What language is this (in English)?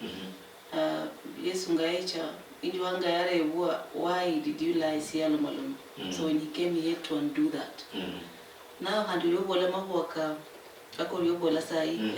Luyia